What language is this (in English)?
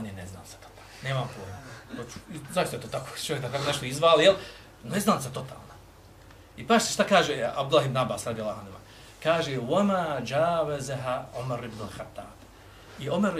Bosnian